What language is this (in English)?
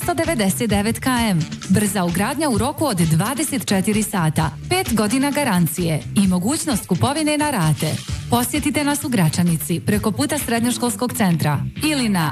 Bosnian